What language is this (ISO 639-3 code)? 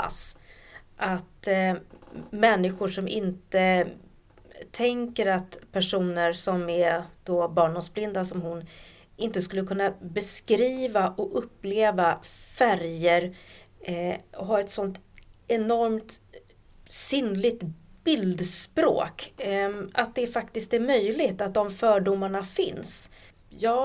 swe